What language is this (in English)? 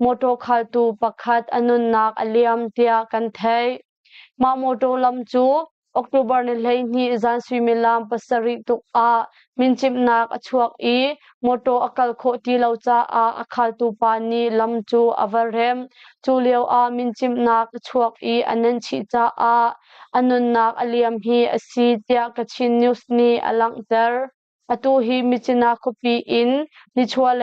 Hakha Chin